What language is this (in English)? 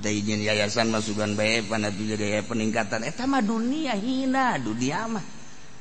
Sundanese